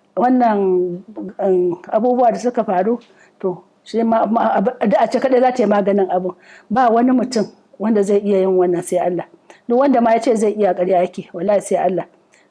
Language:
Hausa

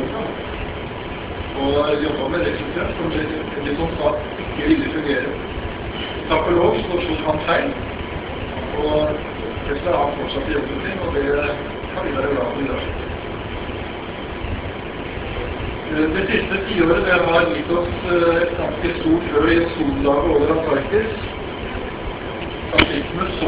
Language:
Norwegian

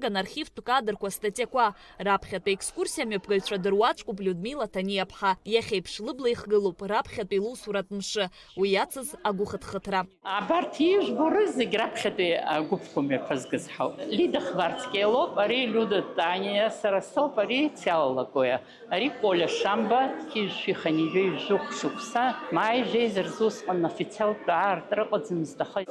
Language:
Abkhazian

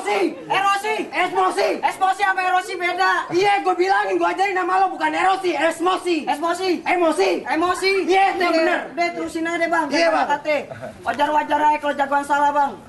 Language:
Betawi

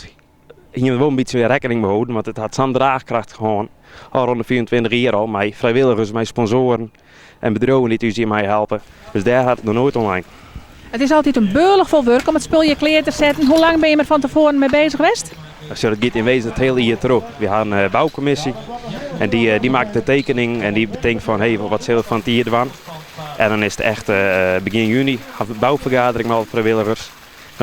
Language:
Western Frisian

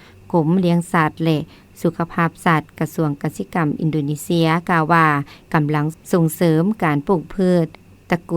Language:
Lao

